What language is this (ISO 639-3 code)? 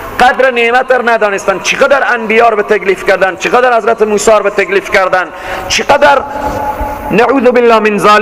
fas